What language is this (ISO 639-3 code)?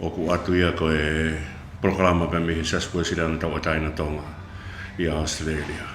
ton